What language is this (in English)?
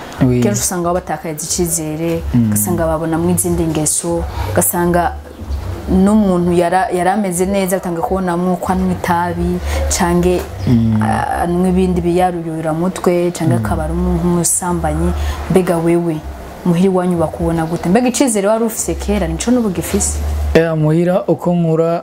Rundi